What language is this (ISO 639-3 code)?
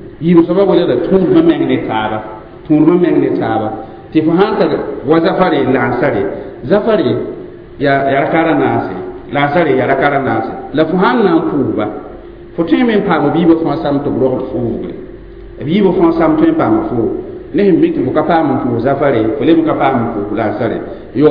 mos